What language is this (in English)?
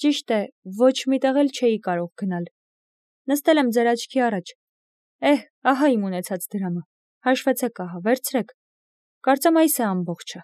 Armenian